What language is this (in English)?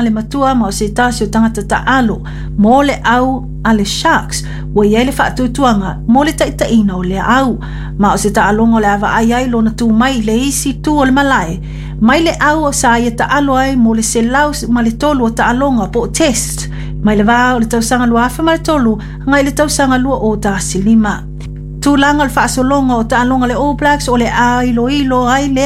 Samoan